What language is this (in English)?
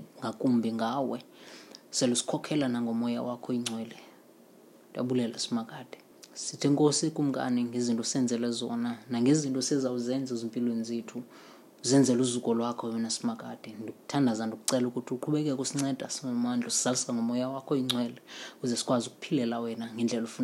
Xhosa